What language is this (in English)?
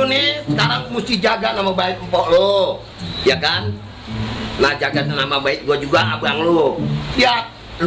Betawi